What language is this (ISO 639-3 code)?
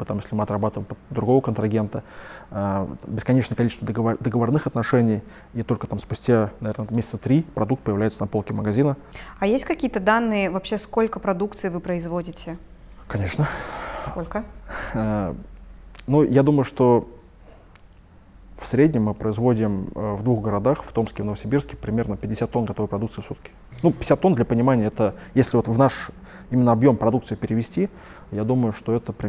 rus